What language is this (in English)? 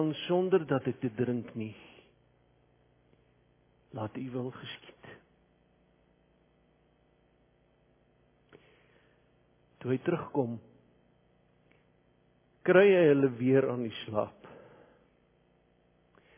Afrikaans